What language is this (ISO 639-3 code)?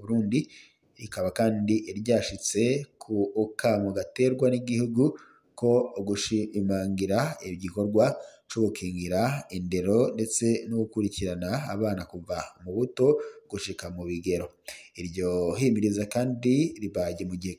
run